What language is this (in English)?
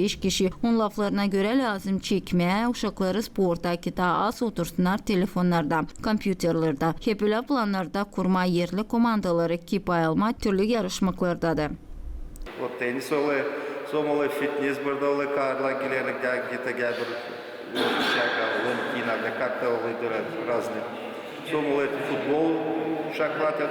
Gagauz